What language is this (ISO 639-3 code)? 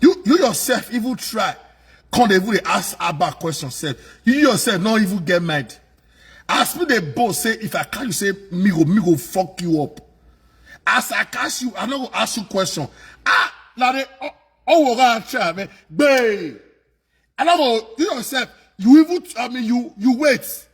pcm